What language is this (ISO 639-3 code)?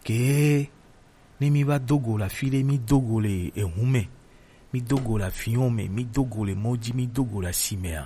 gej